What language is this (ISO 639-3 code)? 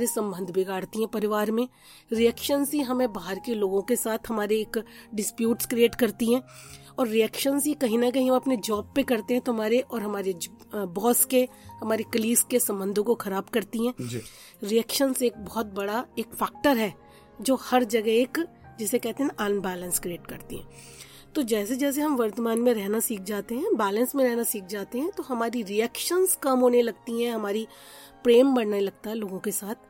hin